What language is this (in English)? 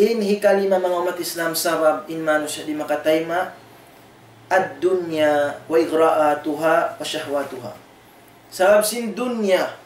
Tausug